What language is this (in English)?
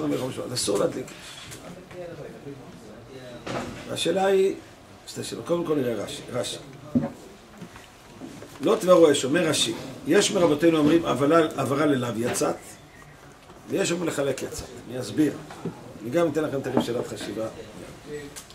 Hebrew